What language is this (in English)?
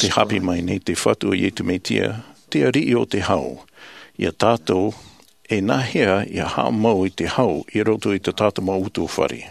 Tahitian